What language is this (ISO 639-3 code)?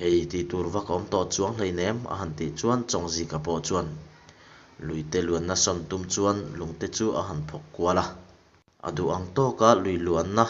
lus